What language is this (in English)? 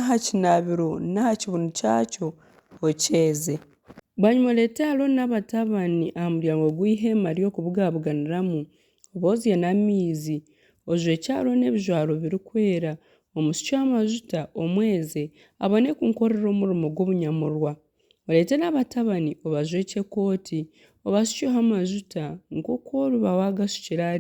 Nyankole